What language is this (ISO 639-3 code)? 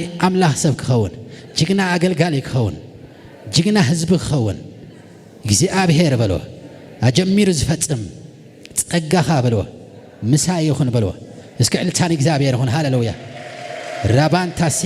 tir